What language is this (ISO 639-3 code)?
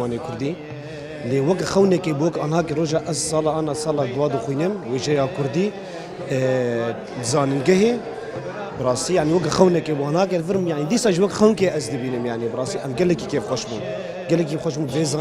kur